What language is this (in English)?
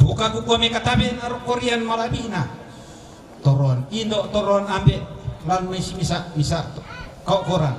Toraja-Sa'dan